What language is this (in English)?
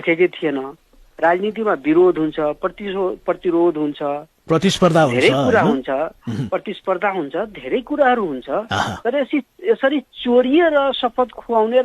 Nepali